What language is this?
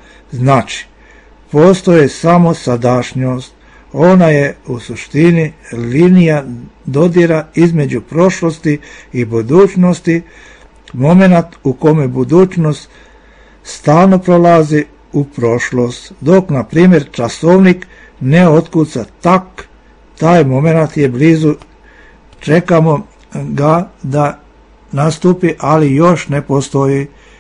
Serbian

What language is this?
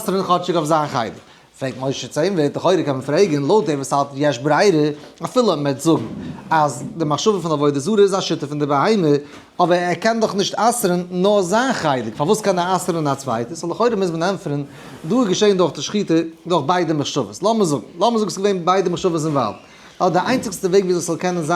Yiddish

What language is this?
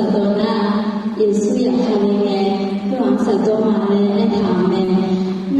Akha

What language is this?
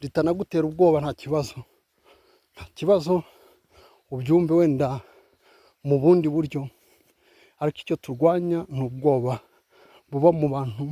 Kinyarwanda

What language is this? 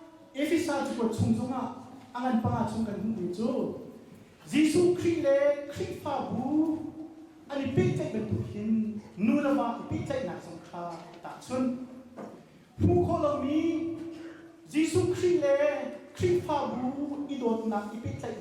Hakha Chin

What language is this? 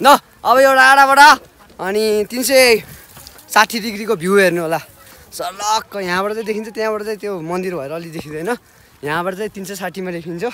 Nepali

